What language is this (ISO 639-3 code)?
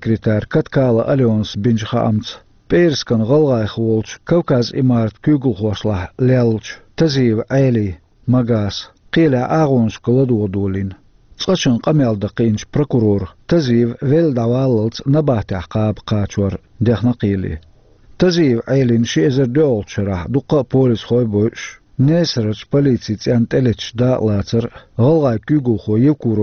che